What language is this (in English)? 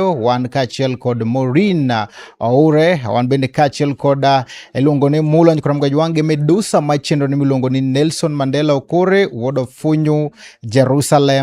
Luo (Kenya and Tanzania)